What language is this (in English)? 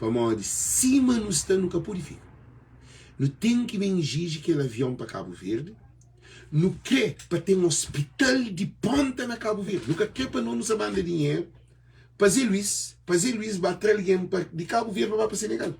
Kabuverdianu